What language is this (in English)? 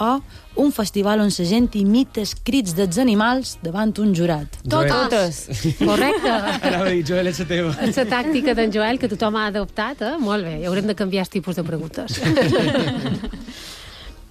Catalan